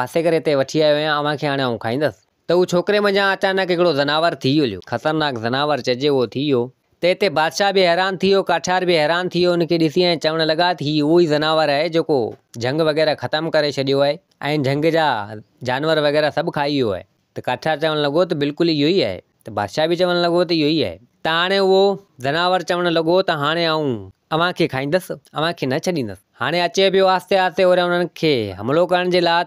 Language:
Sindhi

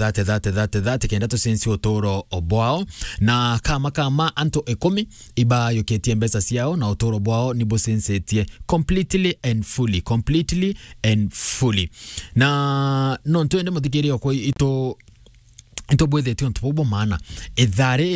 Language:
Meru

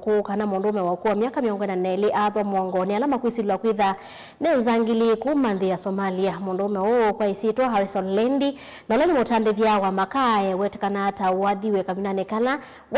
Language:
Kamba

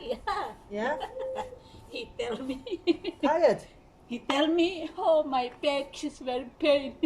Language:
Tetum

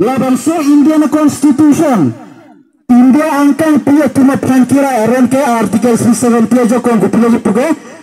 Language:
Karbi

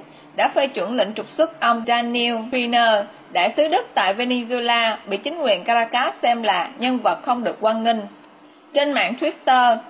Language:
Vietnamese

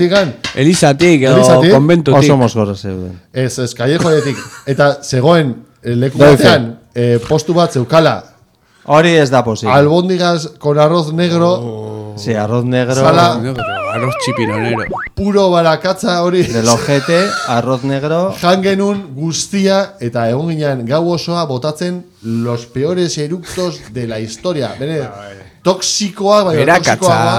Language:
Basque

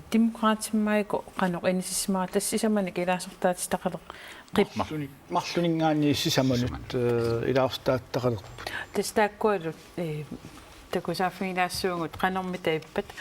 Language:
Kalaallisut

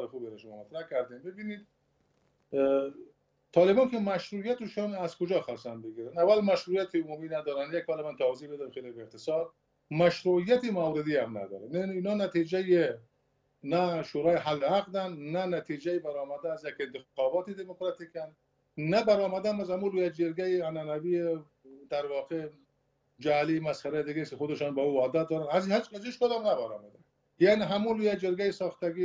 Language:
Persian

